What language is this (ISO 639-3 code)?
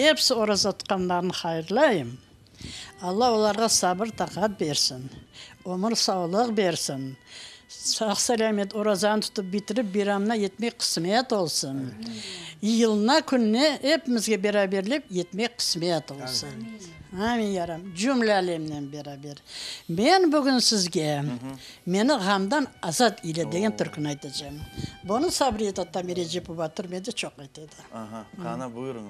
crh